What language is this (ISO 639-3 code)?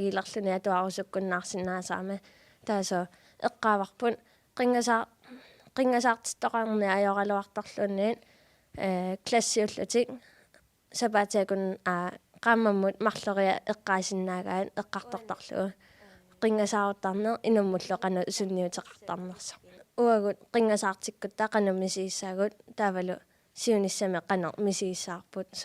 kal